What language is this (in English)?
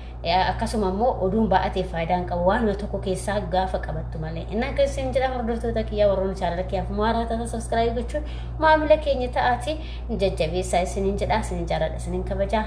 Oromo